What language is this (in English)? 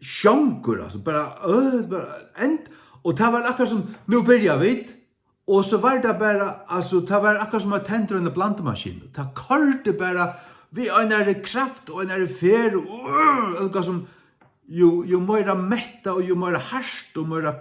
Faroese